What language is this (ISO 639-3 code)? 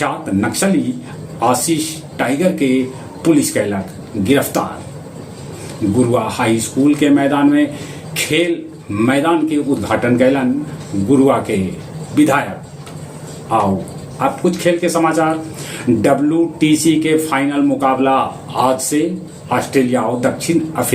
mag